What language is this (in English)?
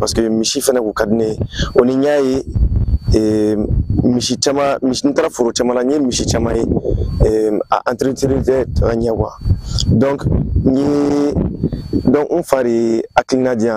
Bambara